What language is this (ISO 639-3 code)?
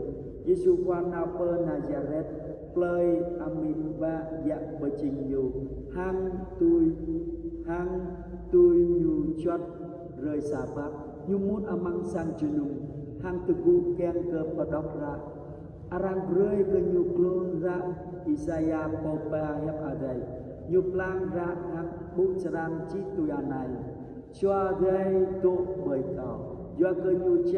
jra